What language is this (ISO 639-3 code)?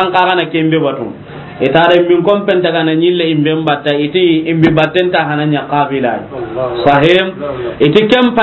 snk